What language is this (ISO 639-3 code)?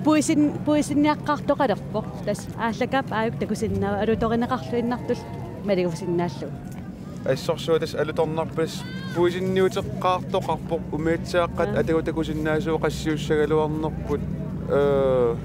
kal